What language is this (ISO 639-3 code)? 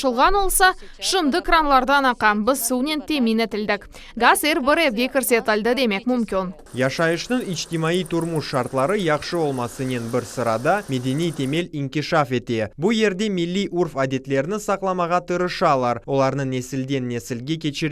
crh